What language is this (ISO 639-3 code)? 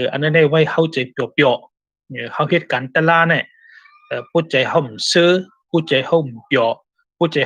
shn